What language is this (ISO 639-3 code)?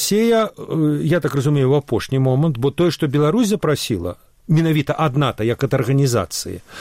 bel